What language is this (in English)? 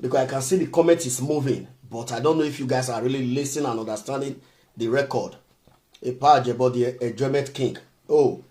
Nigerian Pidgin